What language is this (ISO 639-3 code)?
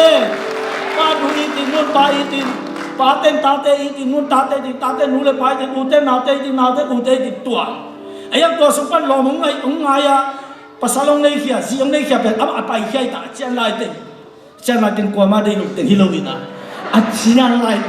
ctd